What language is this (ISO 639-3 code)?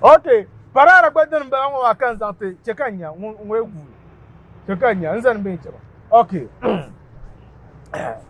dag